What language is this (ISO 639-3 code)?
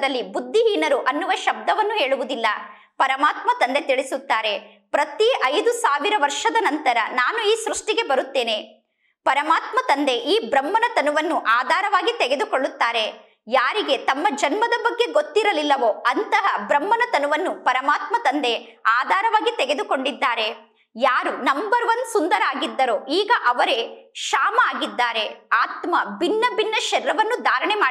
kan